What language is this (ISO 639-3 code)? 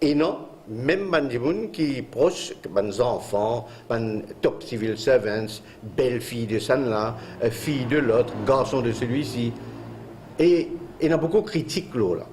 mfe